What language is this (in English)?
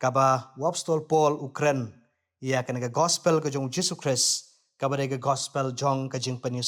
Khasi